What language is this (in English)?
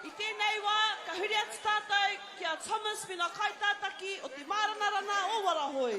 Māori